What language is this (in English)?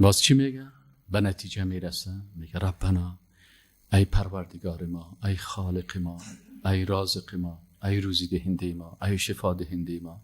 Persian